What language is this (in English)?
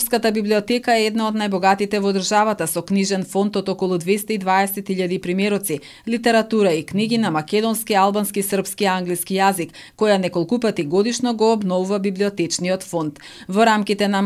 Macedonian